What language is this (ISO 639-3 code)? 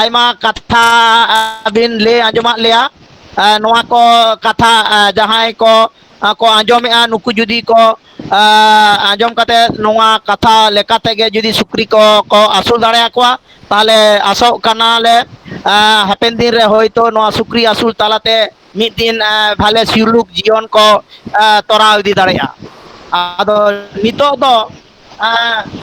sat